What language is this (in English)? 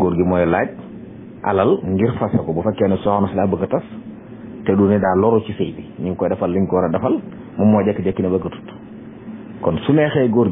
Wolof